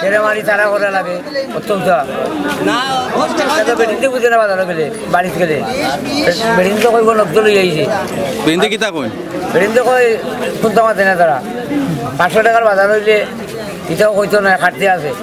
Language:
Sylheti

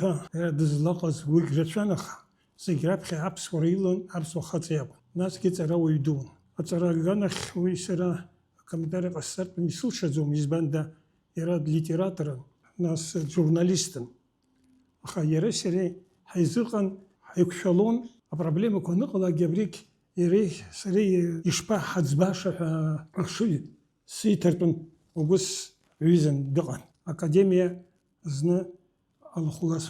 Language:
Abkhazian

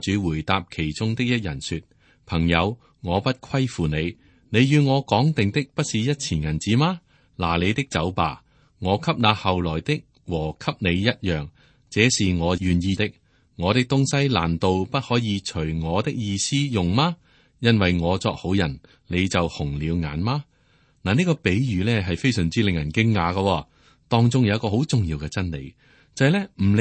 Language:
Cantonese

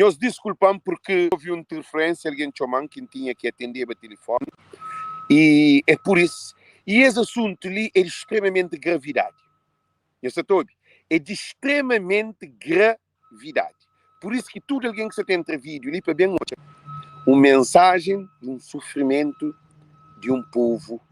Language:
Kabuverdianu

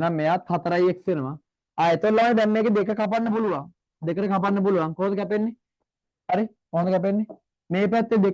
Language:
Sinhala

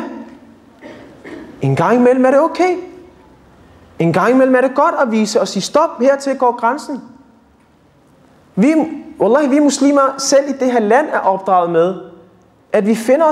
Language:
Danish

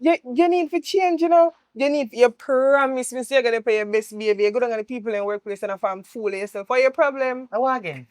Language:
Jamaican Creole English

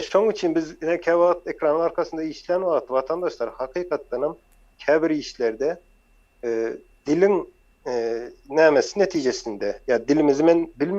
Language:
Turkmen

